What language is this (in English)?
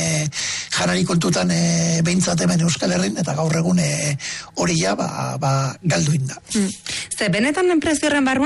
Basque